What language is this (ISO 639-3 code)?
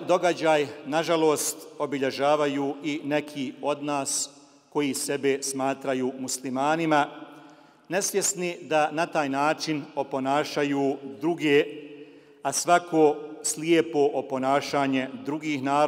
bos